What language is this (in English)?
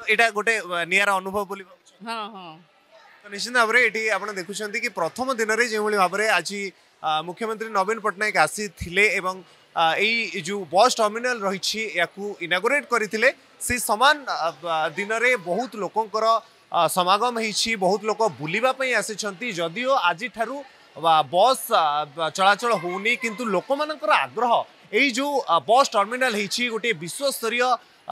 Odia